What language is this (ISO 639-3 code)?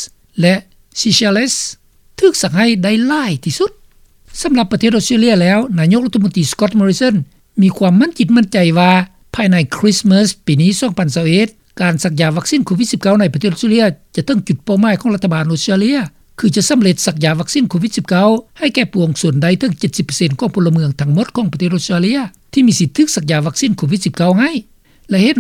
lao